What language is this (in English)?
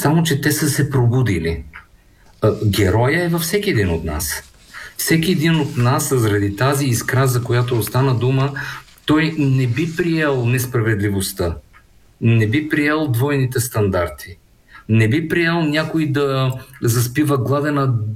Bulgarian